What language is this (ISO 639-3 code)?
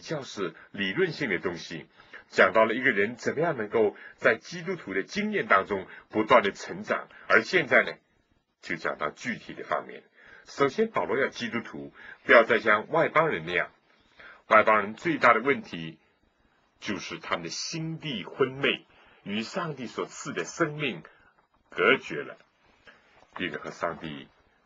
zho